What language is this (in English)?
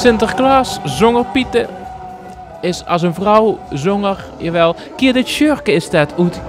Limburgish